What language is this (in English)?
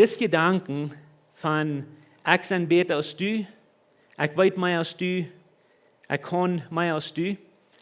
Plautdietsch